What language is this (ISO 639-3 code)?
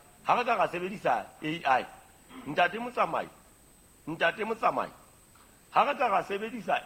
sot